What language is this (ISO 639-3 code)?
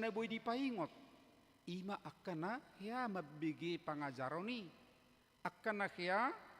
bbc